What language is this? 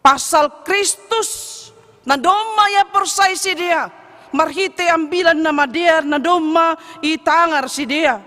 Batak Simalungun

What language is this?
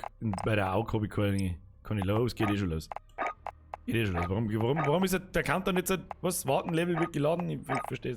Bavarian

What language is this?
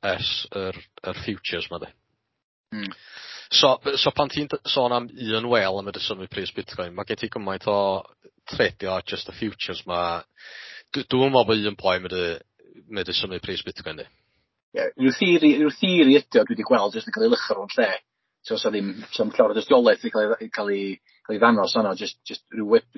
Welsh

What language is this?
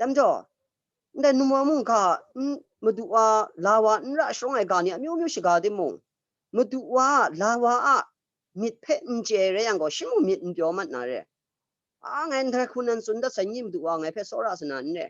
Kachin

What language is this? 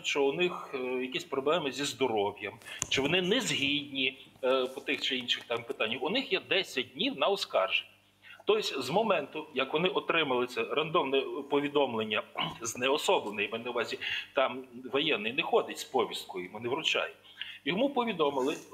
Ukrainian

